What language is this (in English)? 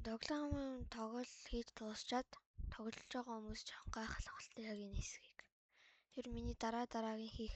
Mongolian